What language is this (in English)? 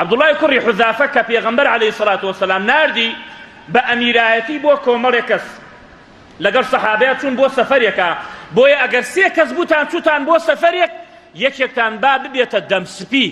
Central Kurdish